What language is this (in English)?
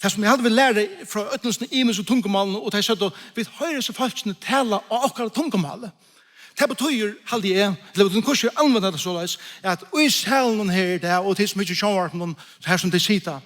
Faroese